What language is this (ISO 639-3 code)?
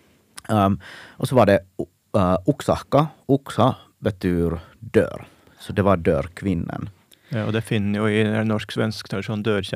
nor